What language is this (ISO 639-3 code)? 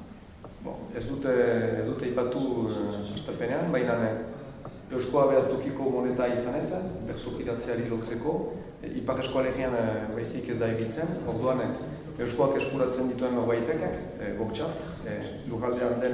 eus